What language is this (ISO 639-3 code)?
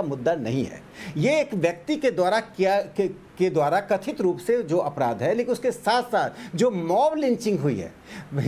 hin